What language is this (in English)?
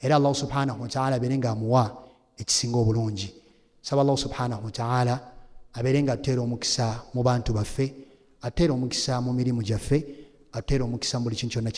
Ganda